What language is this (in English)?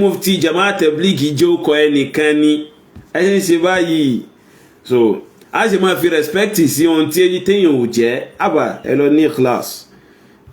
Yoruba